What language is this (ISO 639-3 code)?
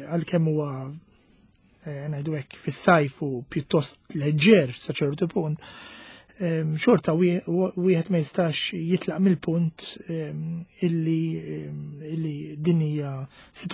mlt